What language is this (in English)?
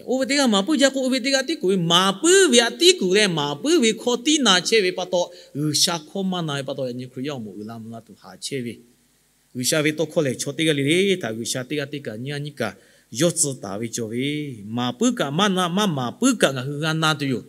Lahu